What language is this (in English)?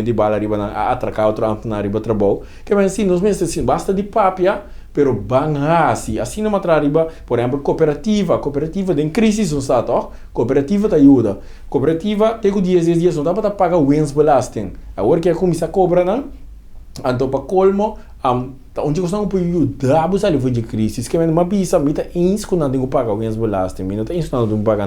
Papiamento